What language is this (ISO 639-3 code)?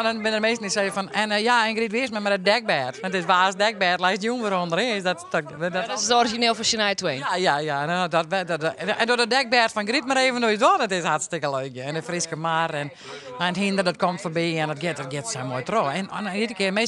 fry